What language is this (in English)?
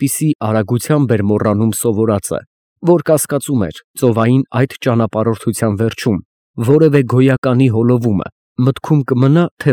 Armenian